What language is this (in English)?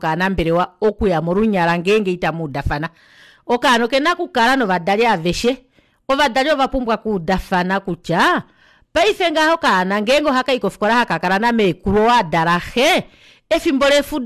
Kuanyama